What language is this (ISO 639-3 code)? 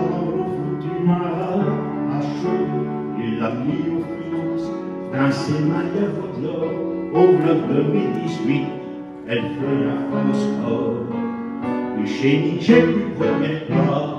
pcd